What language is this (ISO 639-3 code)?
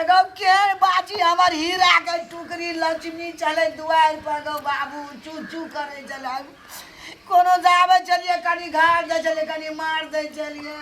mai